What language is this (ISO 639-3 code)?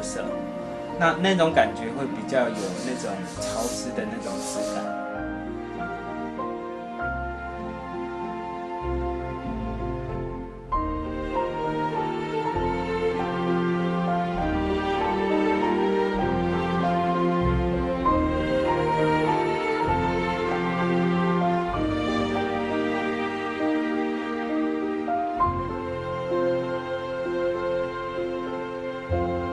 zho